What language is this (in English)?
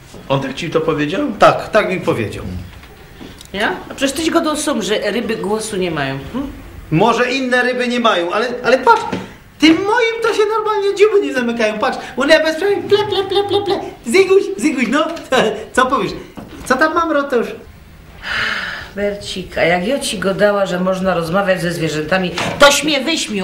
Polish